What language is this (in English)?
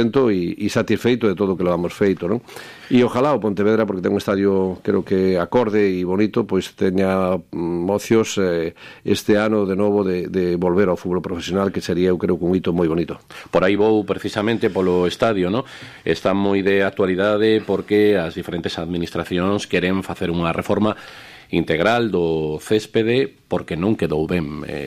Galician